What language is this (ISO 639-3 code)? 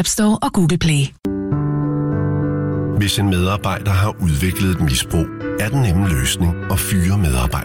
dan